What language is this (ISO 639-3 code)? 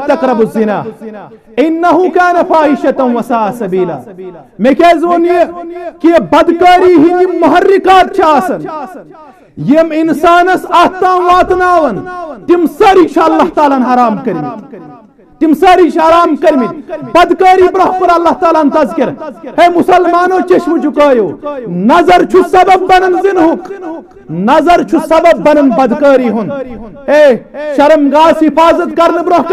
kas